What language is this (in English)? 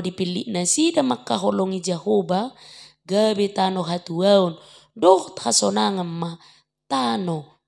Batak Toba